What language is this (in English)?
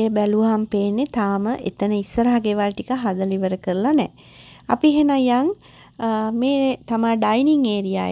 Sinhala